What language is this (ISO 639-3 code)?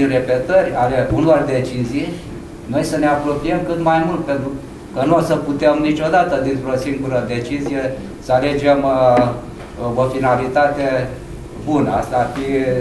ron